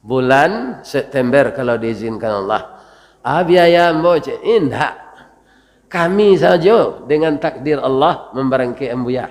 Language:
Minangkabau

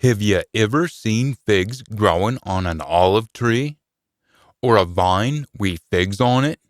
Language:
Scots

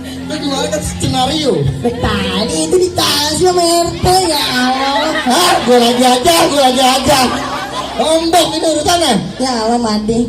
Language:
Betawi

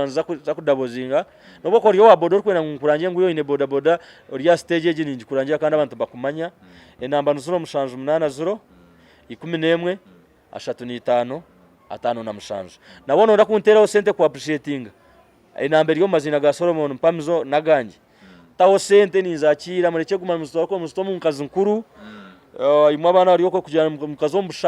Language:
Nyankole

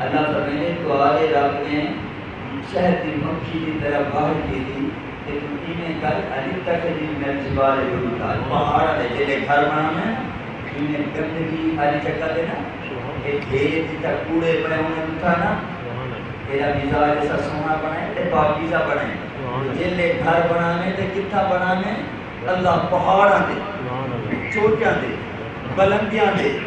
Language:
Saraiki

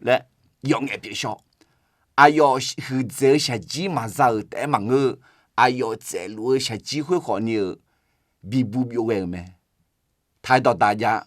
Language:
Akha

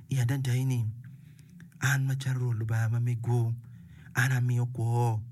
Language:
Acoli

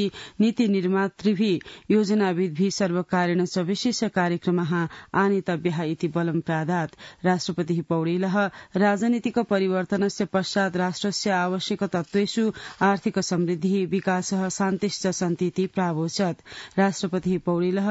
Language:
Sanskrit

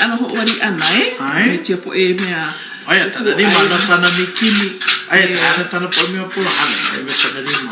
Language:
Hawaiian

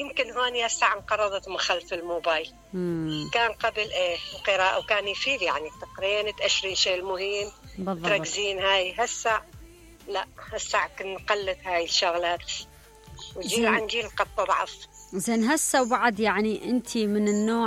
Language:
Mesopotamian Arabic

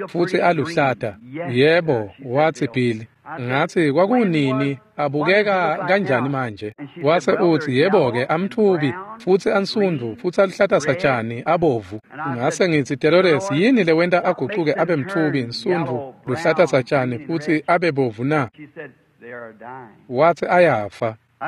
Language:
Swati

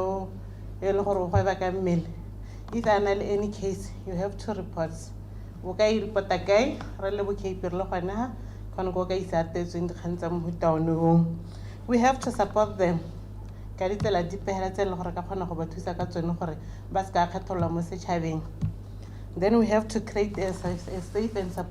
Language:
Tswana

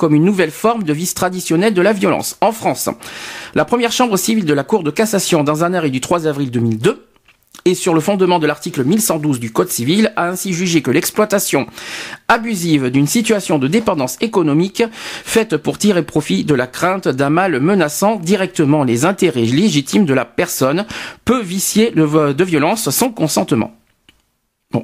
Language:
French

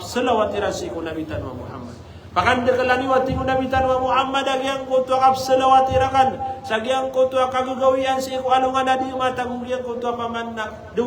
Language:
Maranao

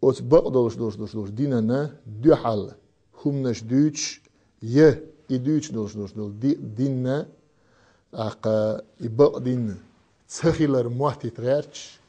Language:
Chechen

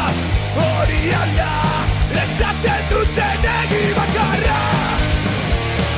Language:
Basque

